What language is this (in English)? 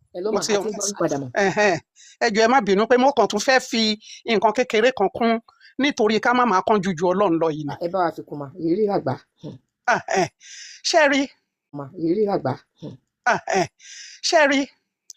Yoruba